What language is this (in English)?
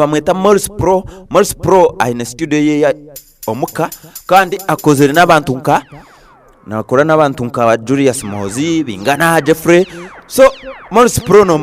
Nyankole